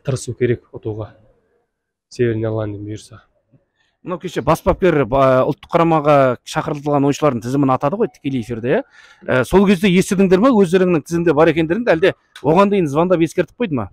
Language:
Kazakh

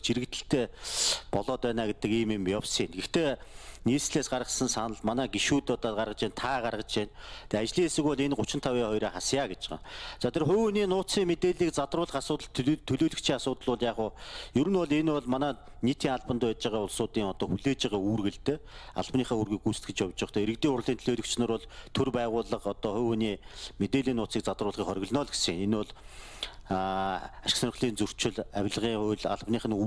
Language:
Mongolian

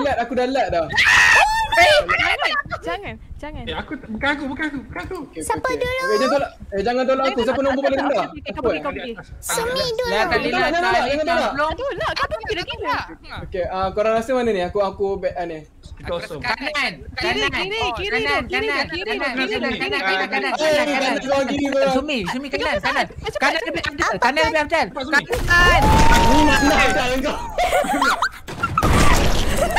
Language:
Malay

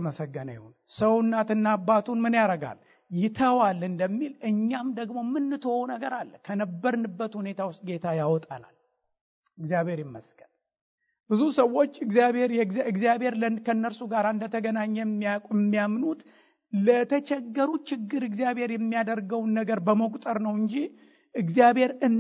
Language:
Amharic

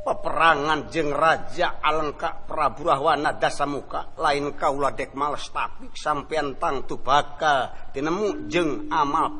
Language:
Sundanese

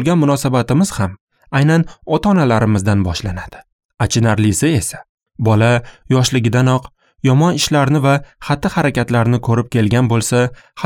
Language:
Uzbek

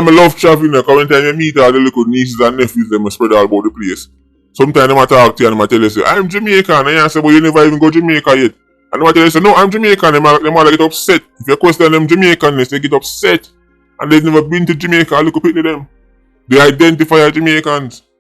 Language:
Jamaican Creole English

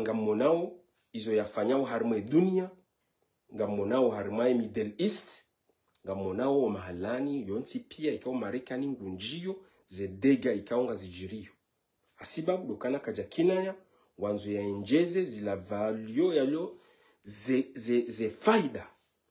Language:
Ngazidja Comorian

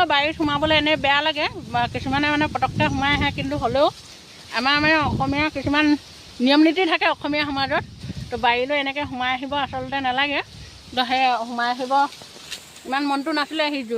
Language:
Assamese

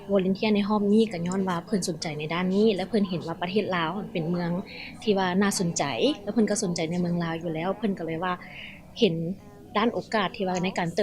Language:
Lao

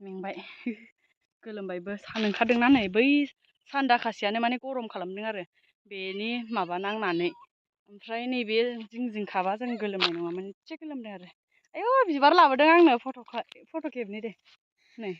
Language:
Bodo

